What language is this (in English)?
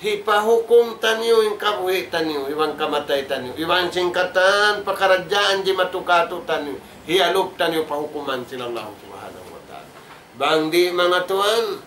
Tausug